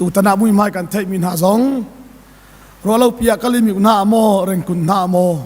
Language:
Hakha Chin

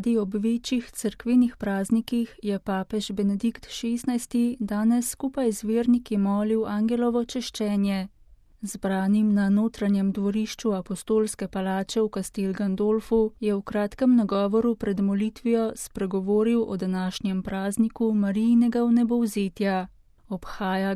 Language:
Slovenian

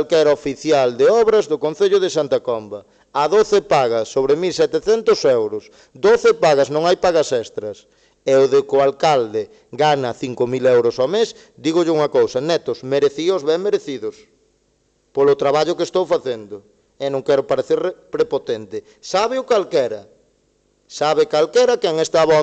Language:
Galician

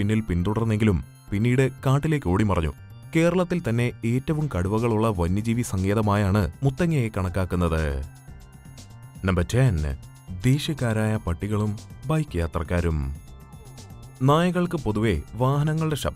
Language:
Malayalam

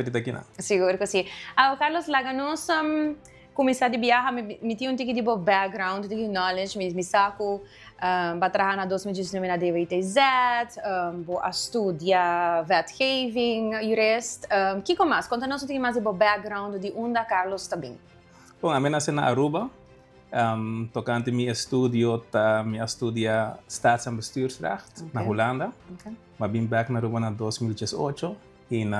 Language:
Papiamento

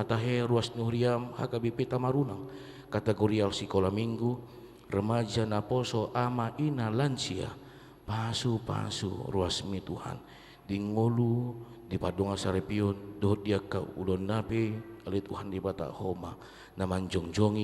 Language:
Batak Toba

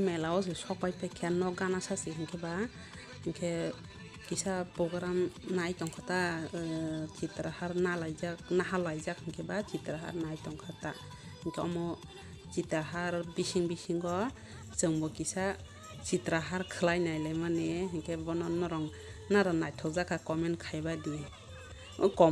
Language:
Kok Borok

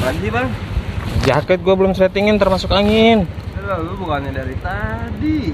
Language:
Betawi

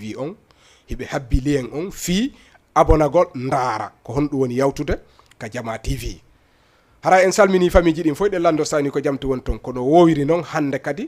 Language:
Fula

